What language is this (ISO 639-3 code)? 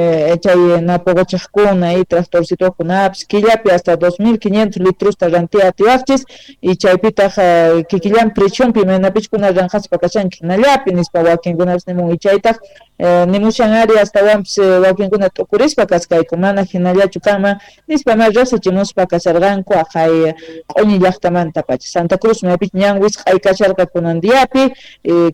que